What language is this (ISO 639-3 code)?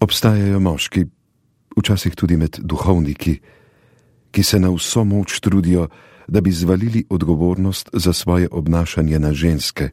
slv